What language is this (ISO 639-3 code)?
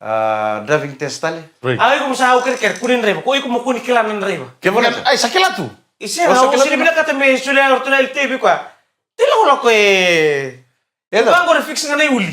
fij